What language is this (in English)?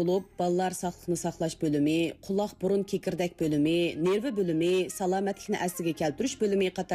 Uyghur